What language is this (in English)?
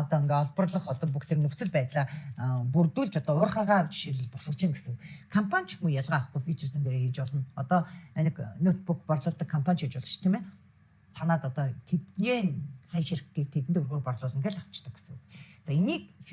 Mongolian